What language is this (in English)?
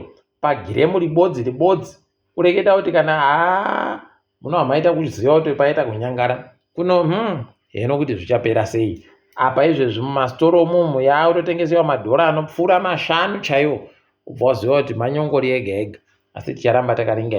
Ndau